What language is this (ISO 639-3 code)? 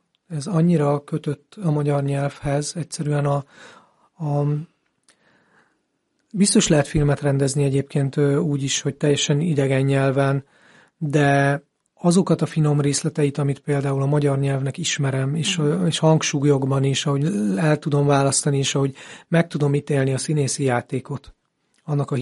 hun